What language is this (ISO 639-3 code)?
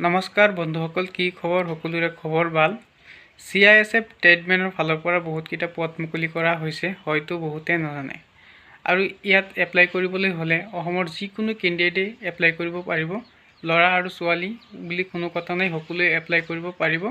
asm